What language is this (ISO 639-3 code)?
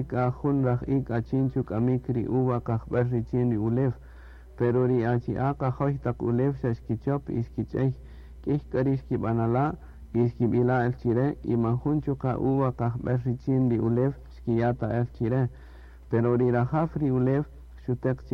cak